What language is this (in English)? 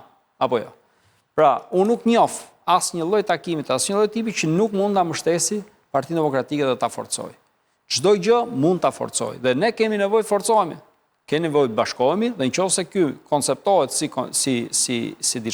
Albanian